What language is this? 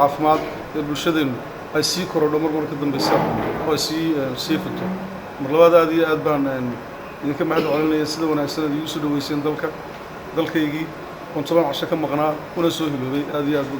Somali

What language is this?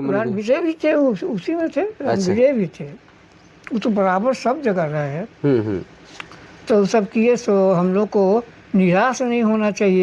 Sadri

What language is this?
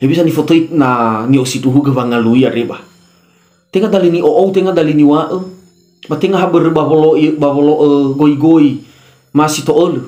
Nias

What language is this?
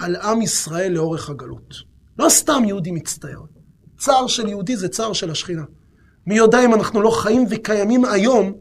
Hebrew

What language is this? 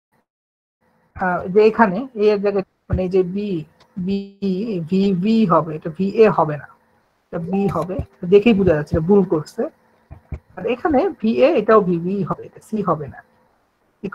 Bangla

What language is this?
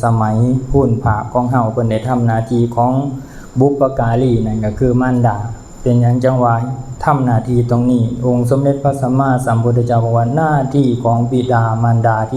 Lao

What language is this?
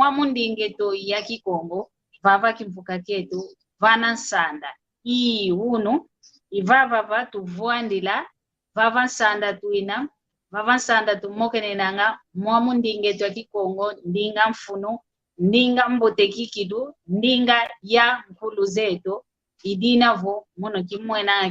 San Salvador Kongo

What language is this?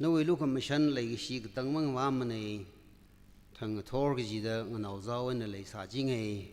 Tangkhul Naga (India)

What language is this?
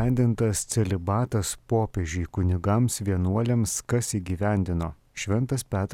Lithuanian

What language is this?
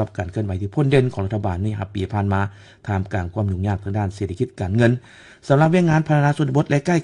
Lao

